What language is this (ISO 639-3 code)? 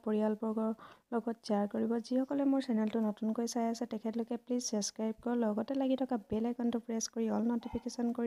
asm